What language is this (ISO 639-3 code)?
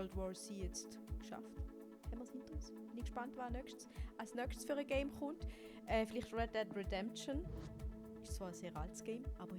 gsw